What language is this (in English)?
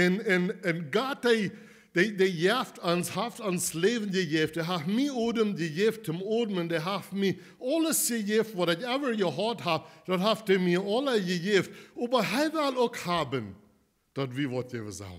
Plautdietsch